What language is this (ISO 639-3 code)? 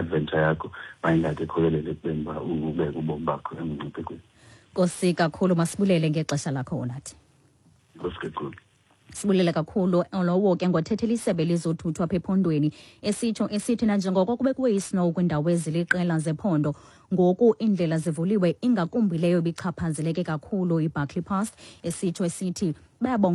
xho